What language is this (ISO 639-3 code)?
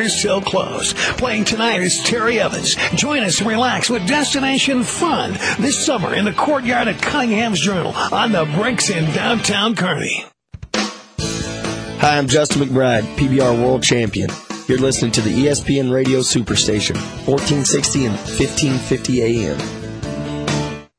eng